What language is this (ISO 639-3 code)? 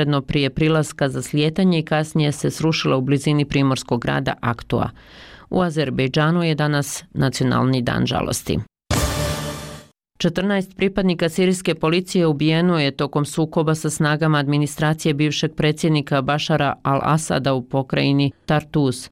bos